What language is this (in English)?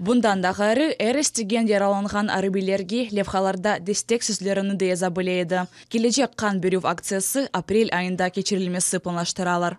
Crimean Tatar